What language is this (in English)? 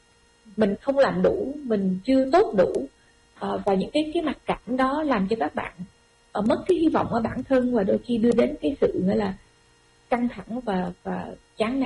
Vietnamese